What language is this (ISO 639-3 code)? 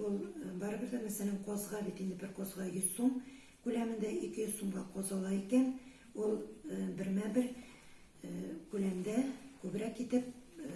tat